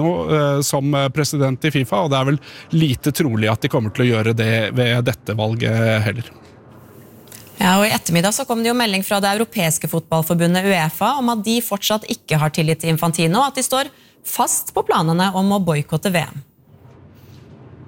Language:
Norwegian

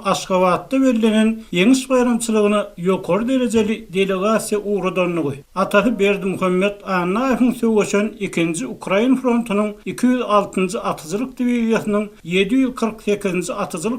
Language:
Turkmen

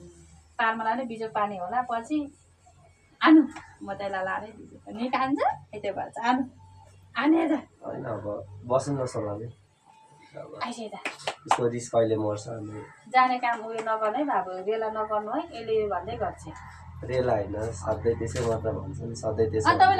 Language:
Nepali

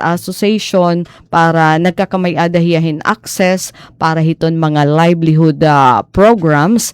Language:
Waray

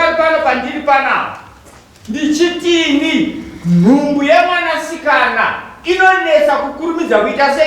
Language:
Shona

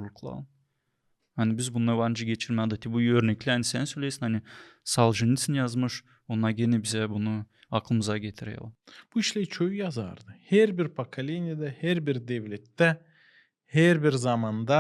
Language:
Gagauz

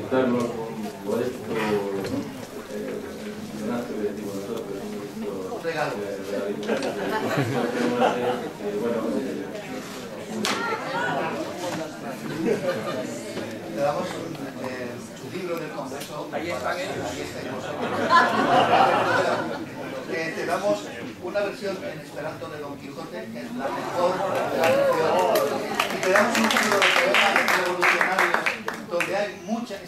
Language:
Spanish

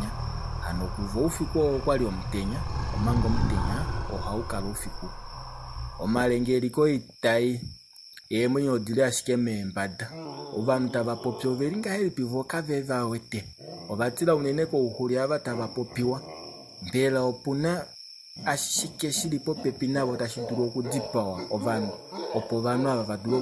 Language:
Kuanyama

